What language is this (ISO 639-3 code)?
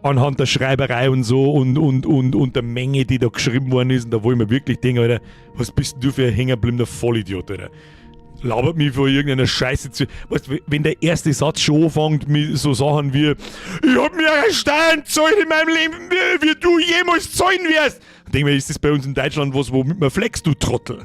bar